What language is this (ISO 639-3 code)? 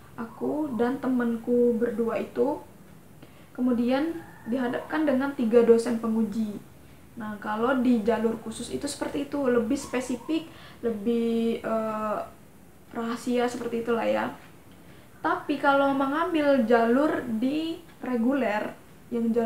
ind